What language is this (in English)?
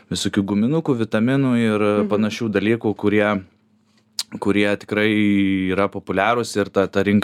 Lithuanian